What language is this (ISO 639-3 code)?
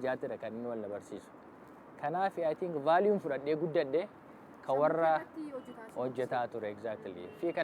orm